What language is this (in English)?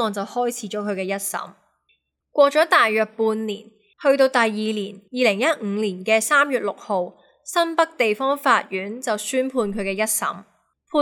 Cantonese